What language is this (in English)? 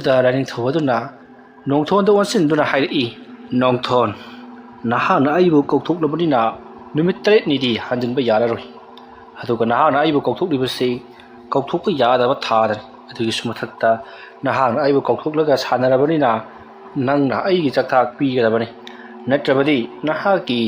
Manipuri